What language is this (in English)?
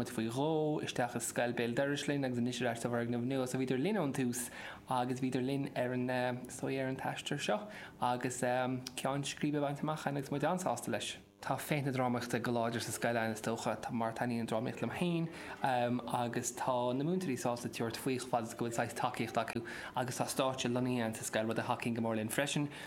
Irish